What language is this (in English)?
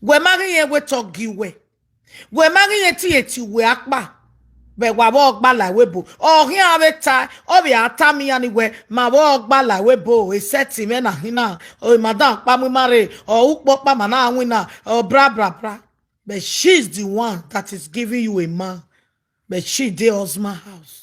Nigerian Pidgin